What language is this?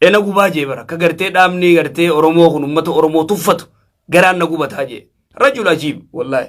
Oromo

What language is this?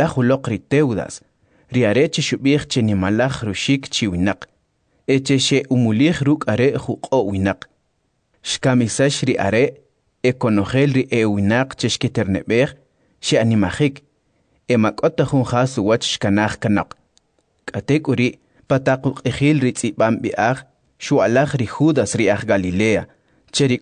Kʼicheʼ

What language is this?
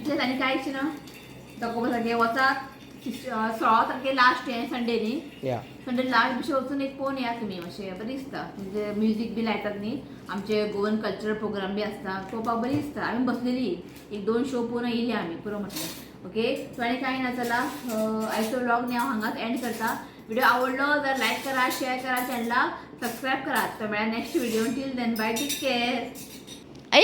Konkani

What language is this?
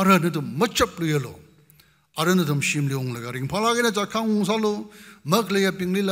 Tangkhul Naga (India)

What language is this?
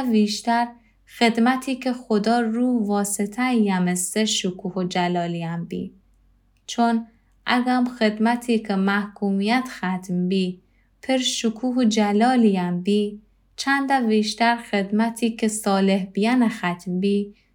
Gilaki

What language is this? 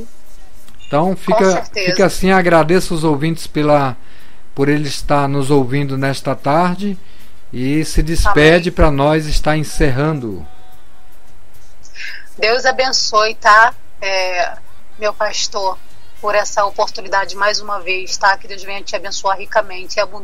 Portuguese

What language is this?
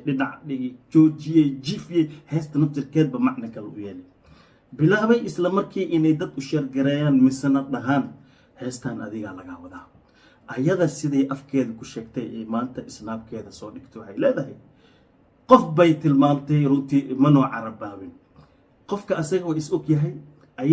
Somali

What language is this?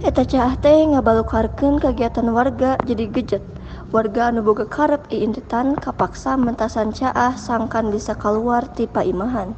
Sundanese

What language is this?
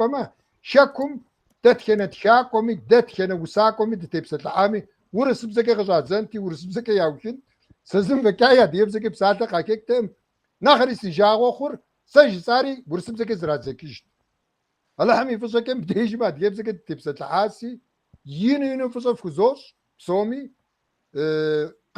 Kabardian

